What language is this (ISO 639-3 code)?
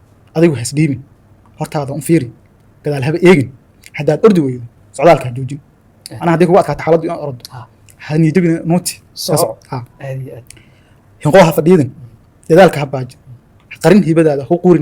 som